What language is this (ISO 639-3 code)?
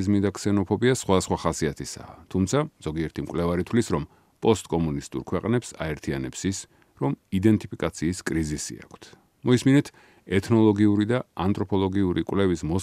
kat